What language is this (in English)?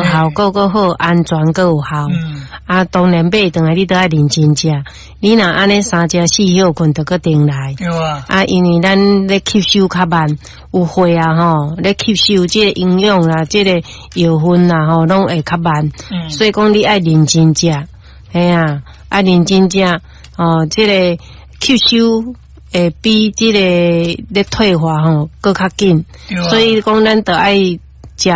Min Nan Chinese